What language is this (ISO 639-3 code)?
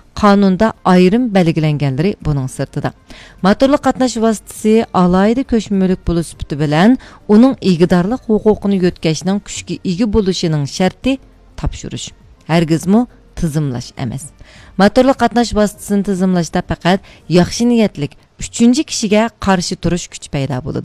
uig